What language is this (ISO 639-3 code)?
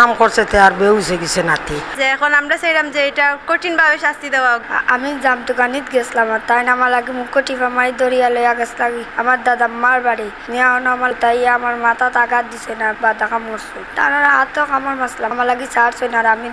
syl